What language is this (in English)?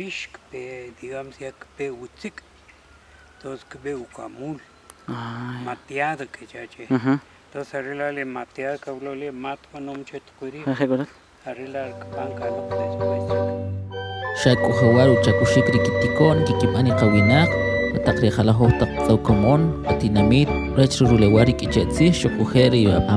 Kʼicheʼ